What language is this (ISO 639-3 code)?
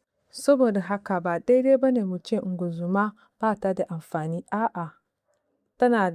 hau